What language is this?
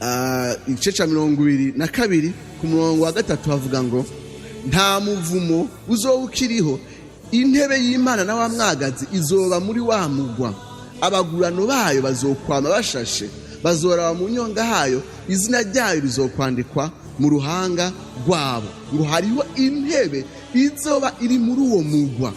Rundi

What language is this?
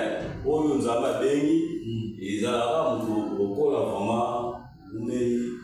Lingala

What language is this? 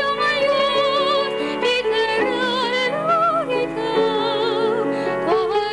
Tatar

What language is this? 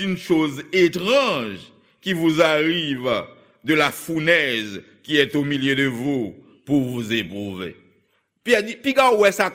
Haitian Creole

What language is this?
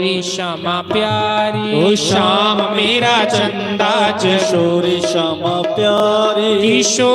Dogri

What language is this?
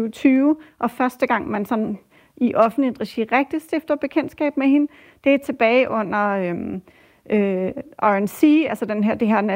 Danish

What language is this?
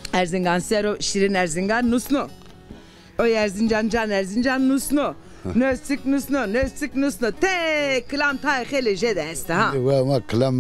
Zaza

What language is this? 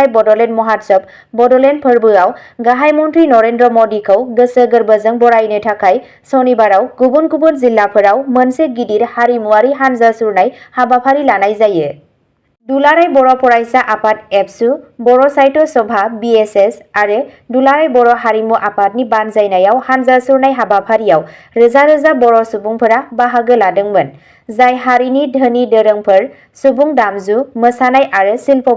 Bodo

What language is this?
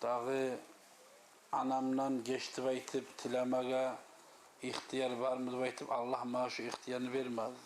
Kumyk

